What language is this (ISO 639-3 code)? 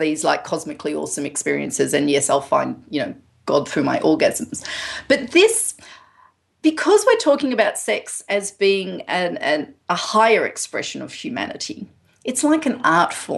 eng